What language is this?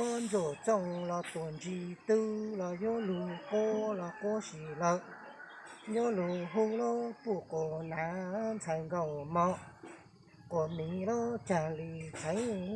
Hmong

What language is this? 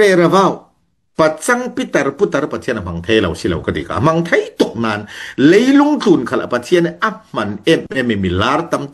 Falam Chin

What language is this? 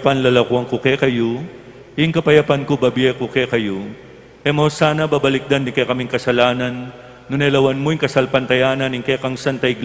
Pampanga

